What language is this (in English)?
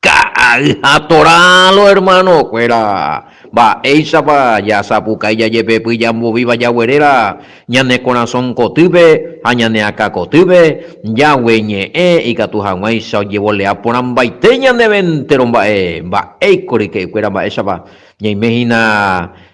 Guarani